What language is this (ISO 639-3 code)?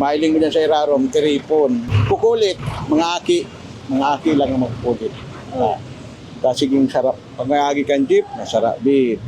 bik